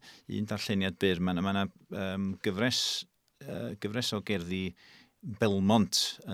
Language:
Welsh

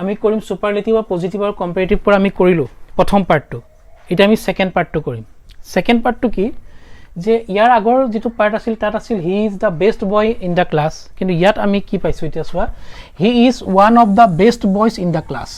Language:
Assamese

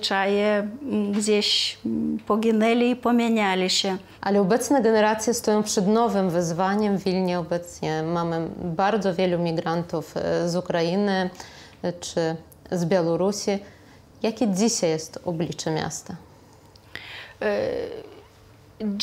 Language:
Polish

